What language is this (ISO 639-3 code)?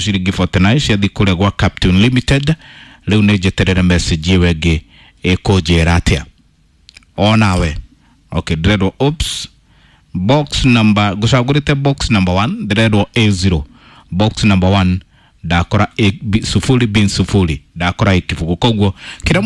kik